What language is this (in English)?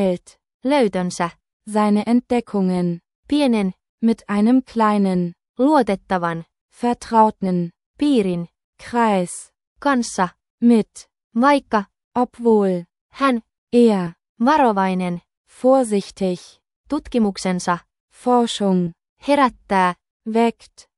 Finnish